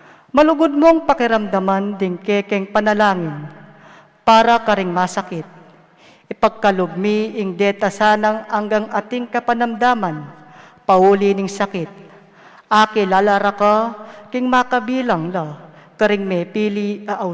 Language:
Pampanga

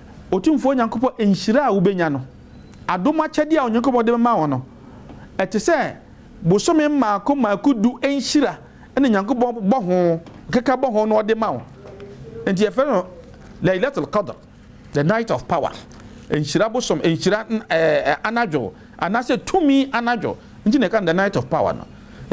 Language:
Akan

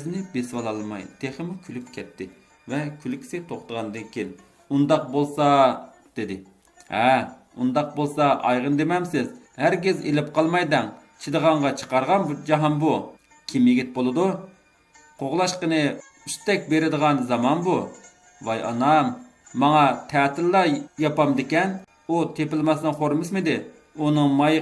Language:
Uyghur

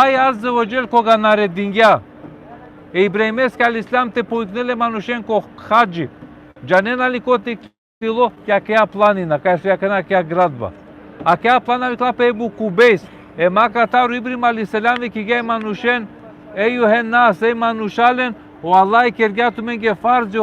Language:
Balkan Romani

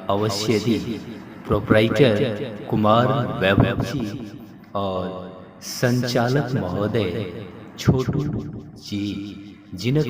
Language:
Maithili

